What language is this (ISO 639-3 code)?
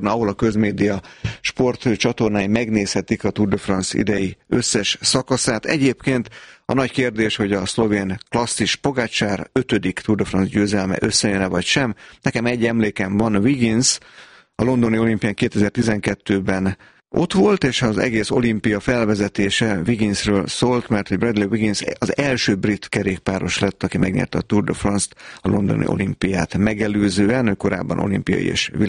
hun